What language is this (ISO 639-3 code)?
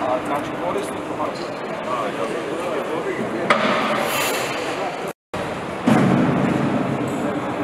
hrv